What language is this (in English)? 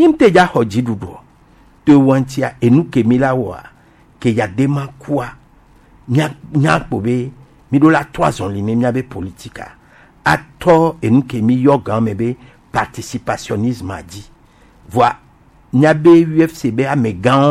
Gen